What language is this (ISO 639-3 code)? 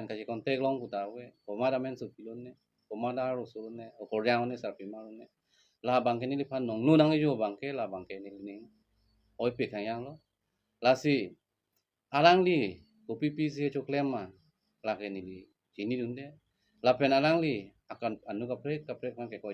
mjw